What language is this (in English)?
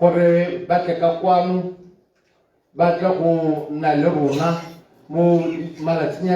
Tswana